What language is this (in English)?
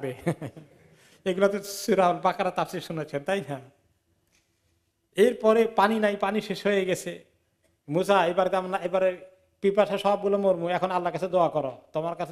Bangla